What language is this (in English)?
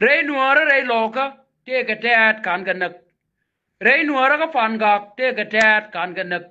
Nuer